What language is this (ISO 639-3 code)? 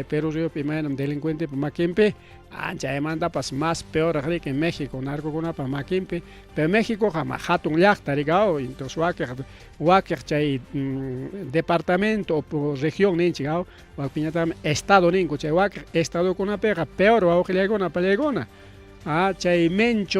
quy